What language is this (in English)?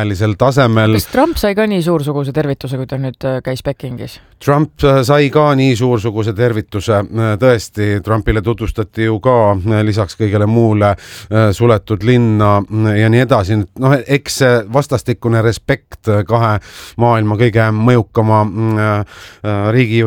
Estonian